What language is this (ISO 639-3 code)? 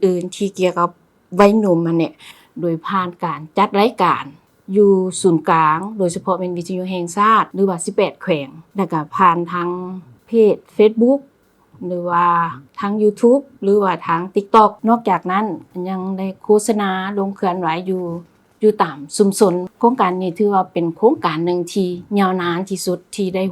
lao